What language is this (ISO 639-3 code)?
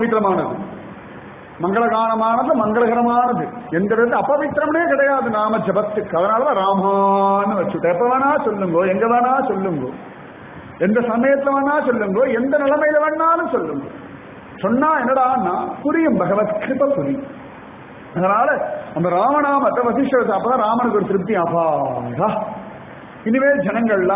tam